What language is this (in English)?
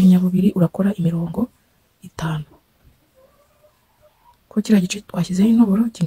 Kinyarwanda